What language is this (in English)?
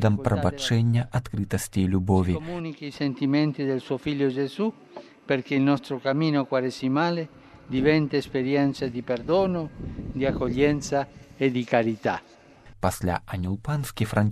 Belarusian